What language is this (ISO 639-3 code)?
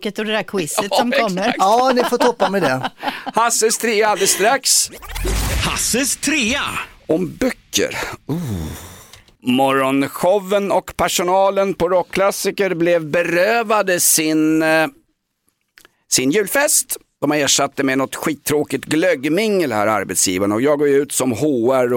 swe